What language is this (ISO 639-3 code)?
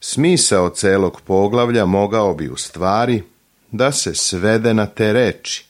srp